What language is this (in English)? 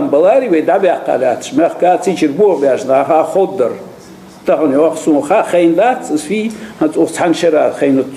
Ingush